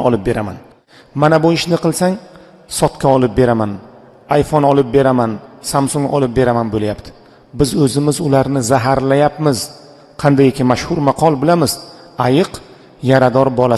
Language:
Uzbek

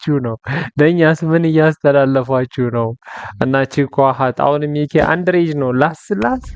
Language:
Amharic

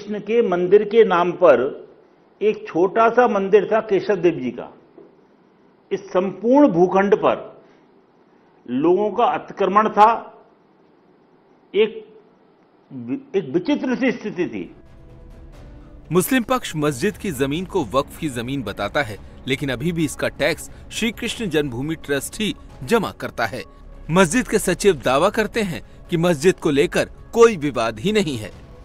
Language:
Hindi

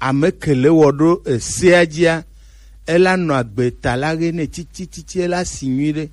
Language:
Gen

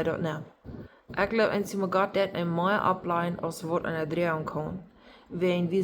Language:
Plautdietsch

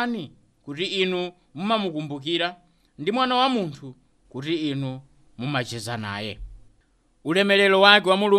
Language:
Nyanja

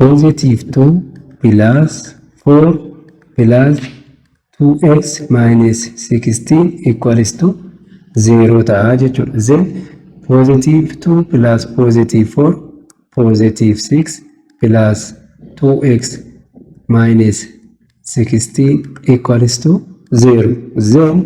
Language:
Oromo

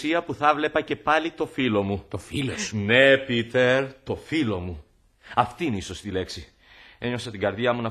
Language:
Greek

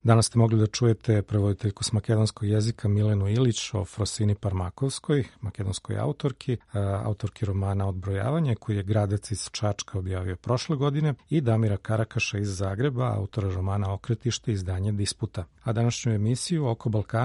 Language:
Serbian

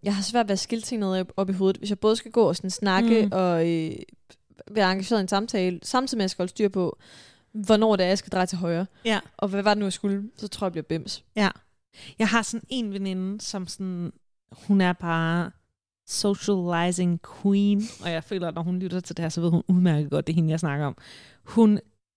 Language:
Danish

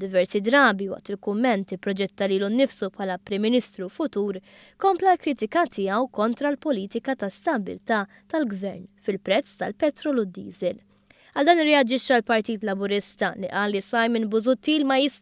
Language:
Maltese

